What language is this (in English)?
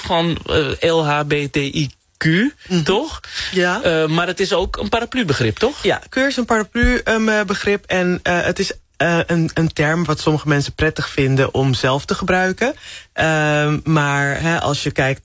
Dutch